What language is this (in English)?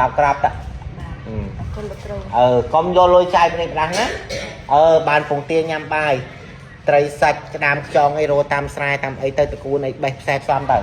Khmer